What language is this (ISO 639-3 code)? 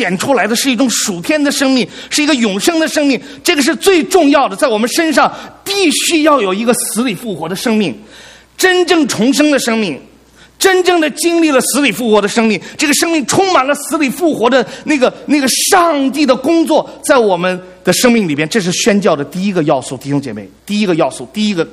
zho